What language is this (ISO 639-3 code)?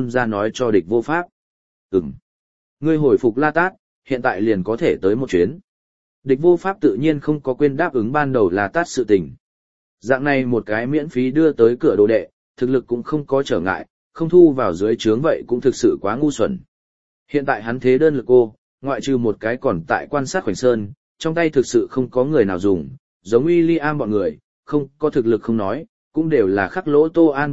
vie